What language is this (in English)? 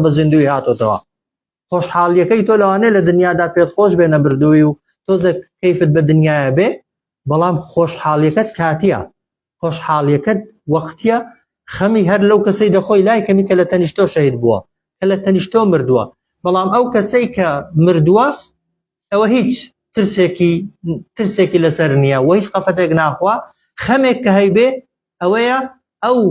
Central Kurdish